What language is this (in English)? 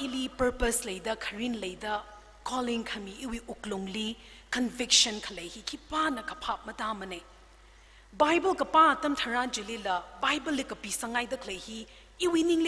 Tangkhul Naga (India)